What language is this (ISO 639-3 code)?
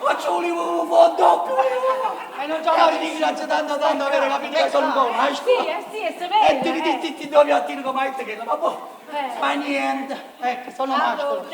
nap